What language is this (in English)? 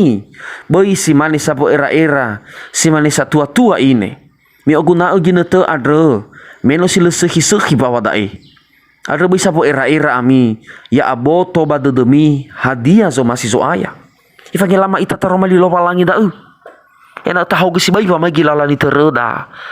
Nias